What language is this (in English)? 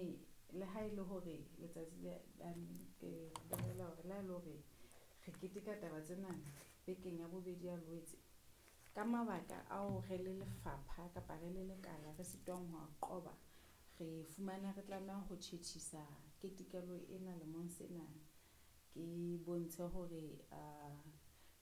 Southern Sotho